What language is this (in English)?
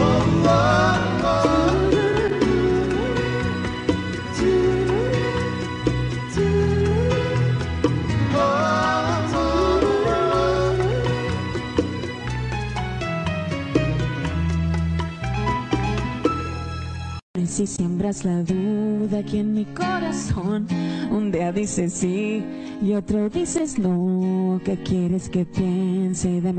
Spanish